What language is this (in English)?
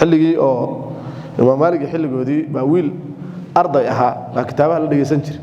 Somali